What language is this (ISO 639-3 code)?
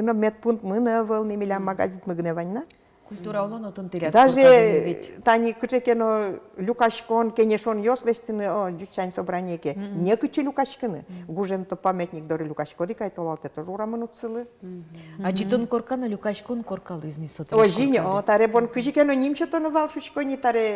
udm